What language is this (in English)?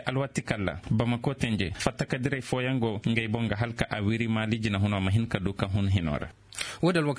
Koyraboro Senni